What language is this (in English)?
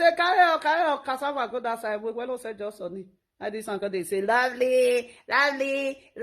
Nigerian Pidgin